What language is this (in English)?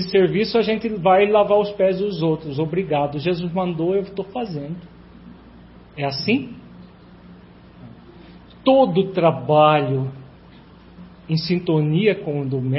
Portuguese